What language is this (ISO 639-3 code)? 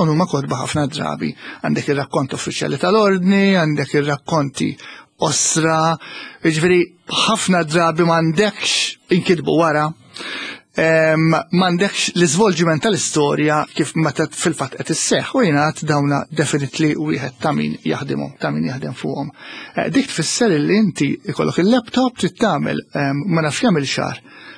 mlt